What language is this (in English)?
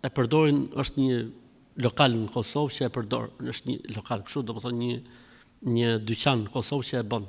Albanian